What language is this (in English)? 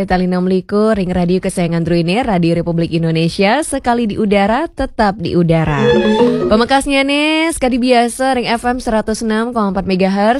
Balinese